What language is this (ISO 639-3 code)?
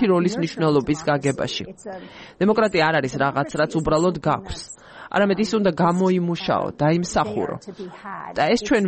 kat